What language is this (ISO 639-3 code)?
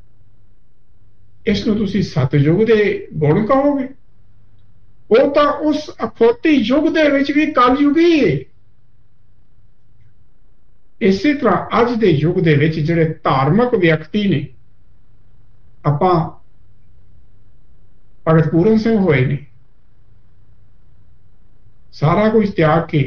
pan